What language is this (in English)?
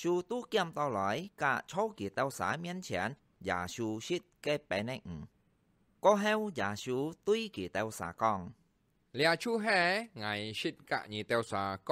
Hakka Chinese